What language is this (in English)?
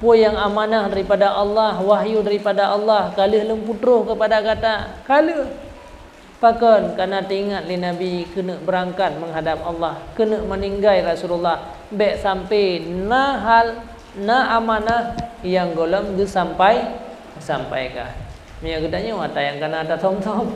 Achinese